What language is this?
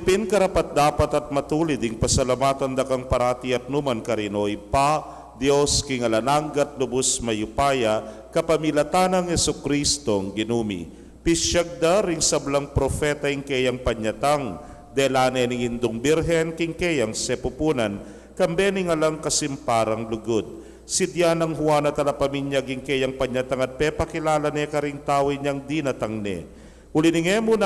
Pampanga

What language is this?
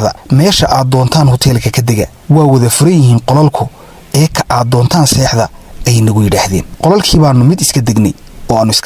Somali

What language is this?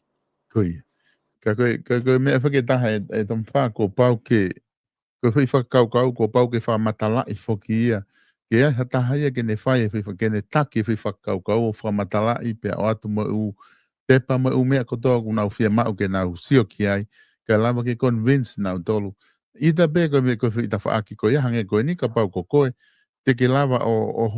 Tongan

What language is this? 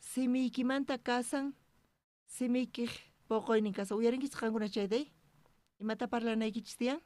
South Bolivian Quechua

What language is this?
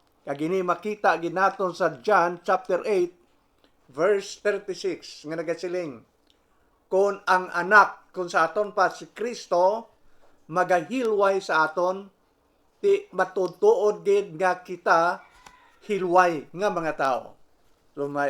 Hiligaynon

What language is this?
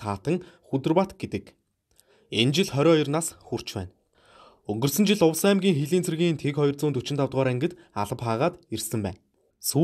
Mongolian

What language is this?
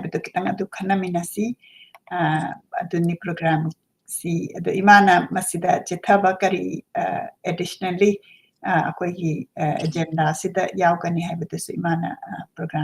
Manipuri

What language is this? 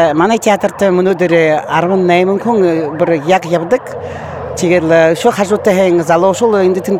Buriat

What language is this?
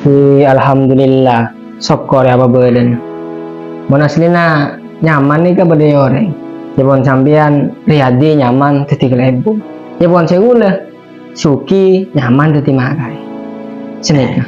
Madurese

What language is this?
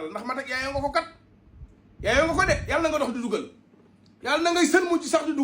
Wolof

